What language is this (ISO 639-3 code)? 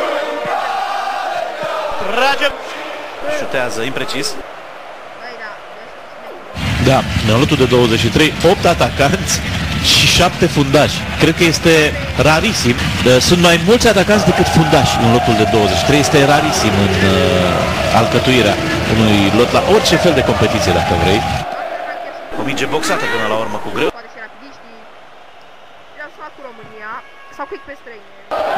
ron